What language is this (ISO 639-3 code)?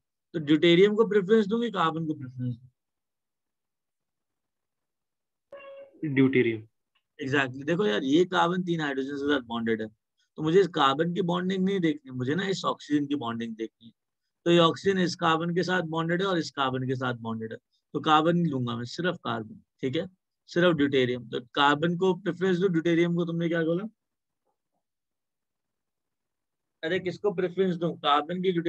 hin